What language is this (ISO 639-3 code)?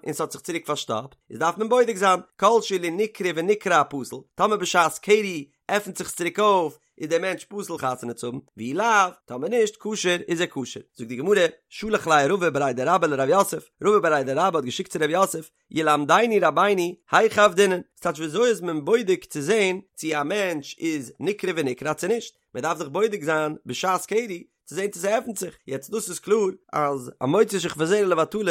yid